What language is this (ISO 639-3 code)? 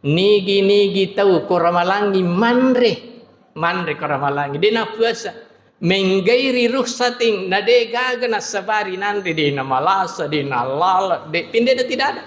bug